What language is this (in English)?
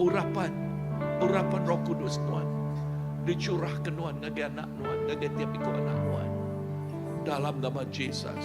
Iban